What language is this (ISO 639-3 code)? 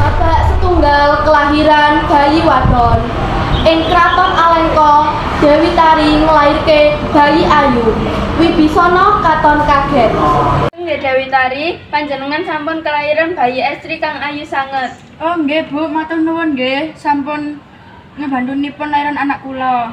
jav